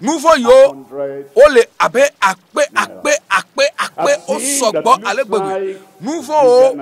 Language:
Ewe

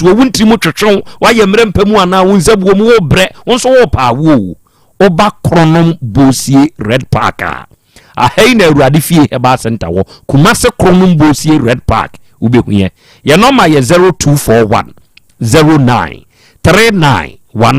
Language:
Akan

